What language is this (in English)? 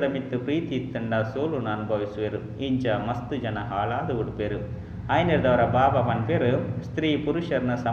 Tulu